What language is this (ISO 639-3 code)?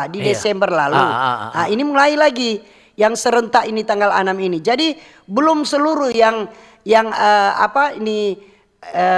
xmm